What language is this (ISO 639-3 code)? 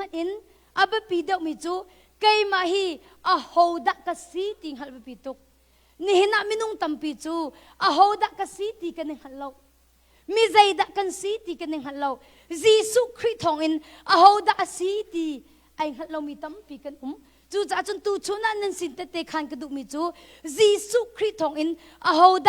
cnh